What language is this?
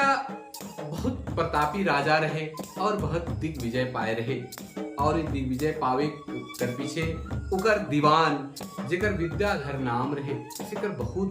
Sadri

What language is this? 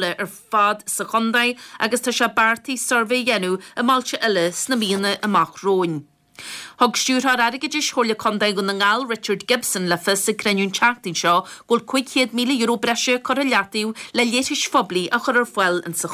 Irish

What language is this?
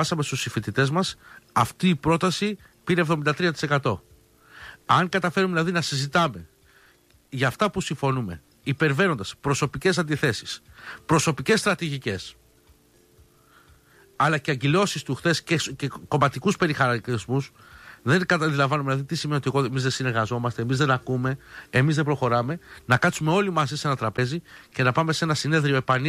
Greek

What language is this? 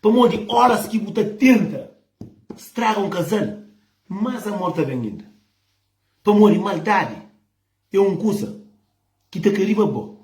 Kabuverdianu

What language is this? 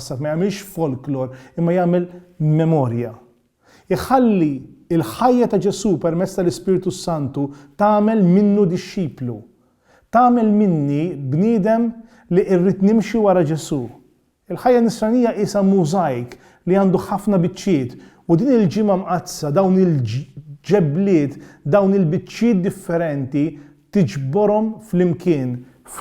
Maltese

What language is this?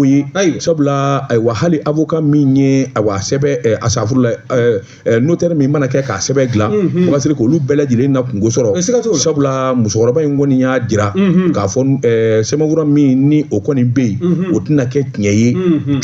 Bambara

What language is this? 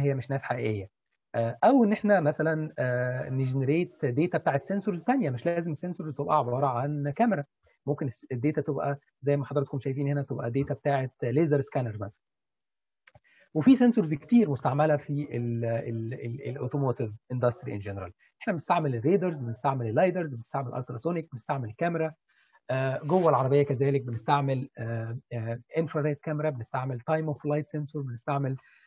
Egyptian Arabic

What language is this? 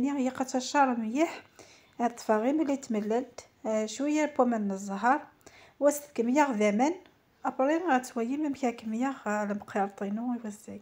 Kabyle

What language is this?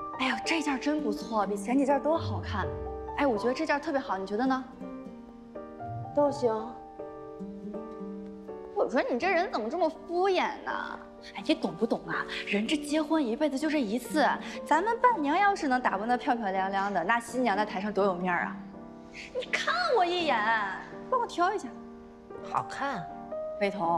Chinese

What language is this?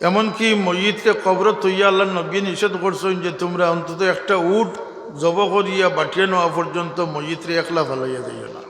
Sylheti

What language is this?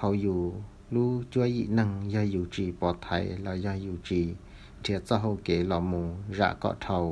Hmong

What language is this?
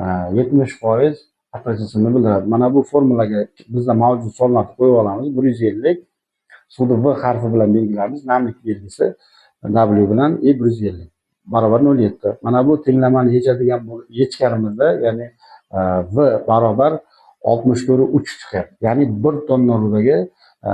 Uzbek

